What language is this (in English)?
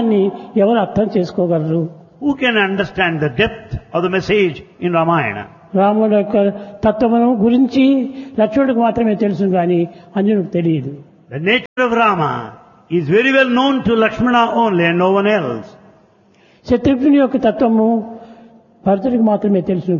Telugu